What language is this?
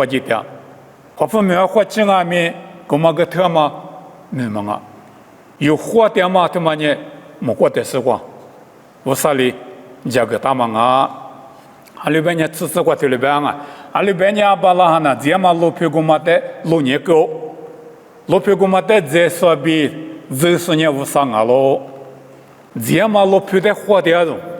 Lisu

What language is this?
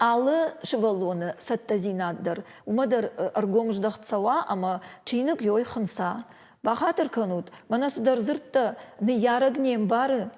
Ossetic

